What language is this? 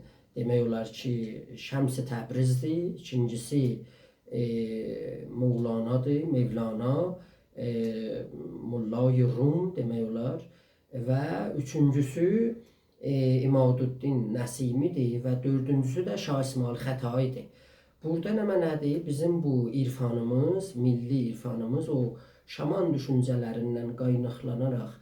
South Azerbaijani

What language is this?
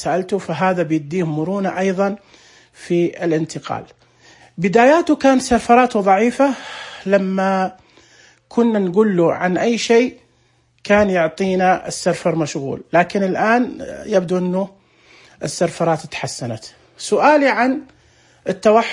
Najdi Arabic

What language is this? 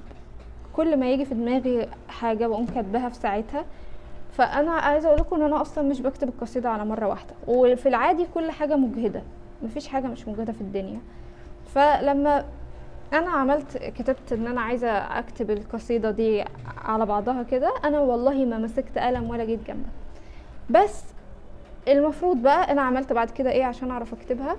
Egyptian Arabic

